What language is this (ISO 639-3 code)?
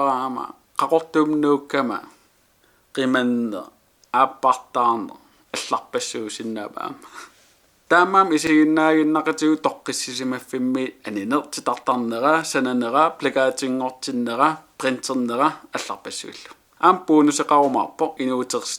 kal